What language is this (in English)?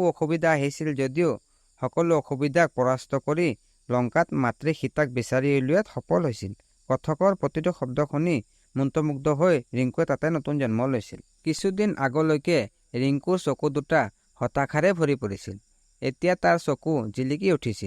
Assamese